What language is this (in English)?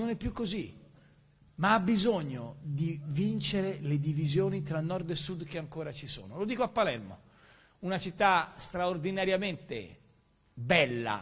Italian